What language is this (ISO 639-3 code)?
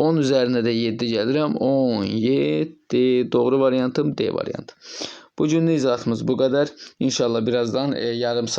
aze